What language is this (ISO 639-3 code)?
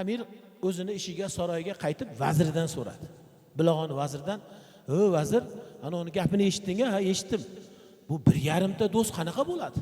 uzb